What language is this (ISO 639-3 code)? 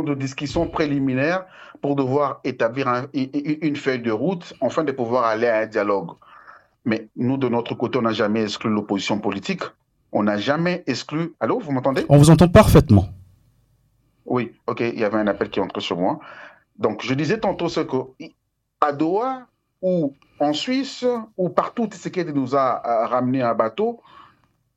fra